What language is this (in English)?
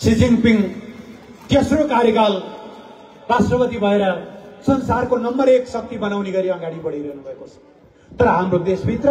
Nepali